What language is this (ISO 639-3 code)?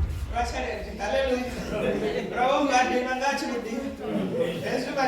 ven